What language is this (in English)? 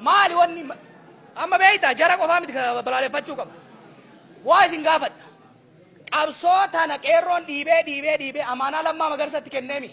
Oromo